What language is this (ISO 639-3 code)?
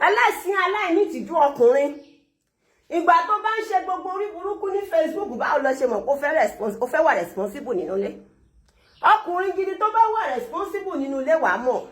yor